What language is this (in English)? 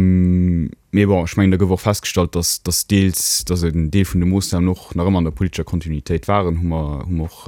Luxembourgish